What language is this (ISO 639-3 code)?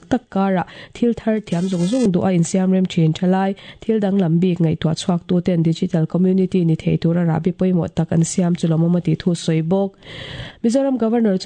lus